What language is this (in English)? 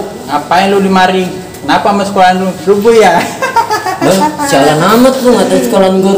Betawi